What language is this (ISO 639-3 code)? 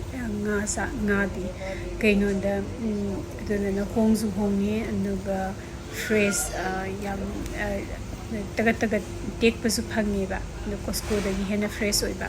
mni